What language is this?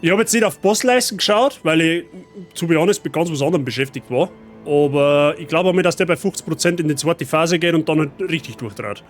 Bavarian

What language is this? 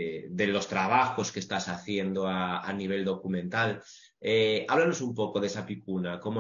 Spanish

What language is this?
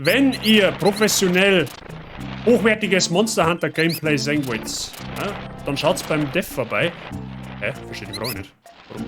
Bavarian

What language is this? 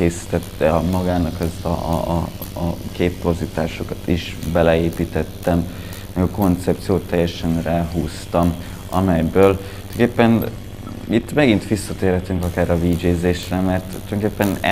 Hungarian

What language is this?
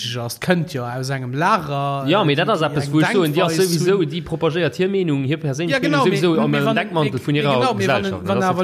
Luxembourgish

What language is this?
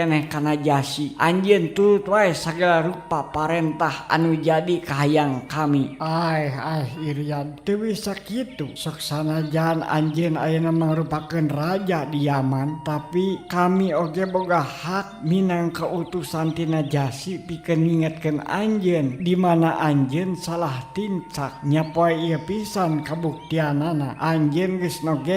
Sundanese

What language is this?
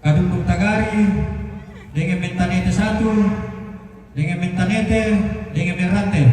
Toraja-Sa'dan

